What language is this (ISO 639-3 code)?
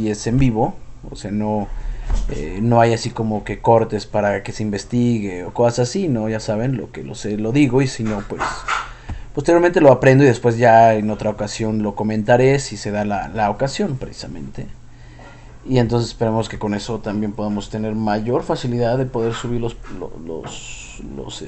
spa